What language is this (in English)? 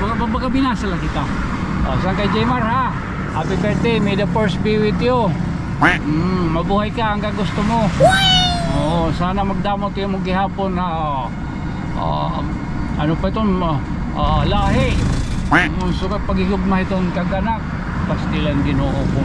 Waray